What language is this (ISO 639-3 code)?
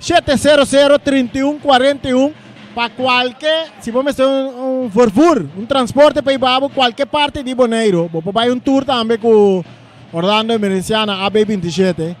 pap